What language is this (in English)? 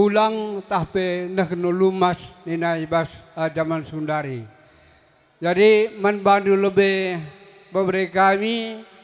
Batak Karo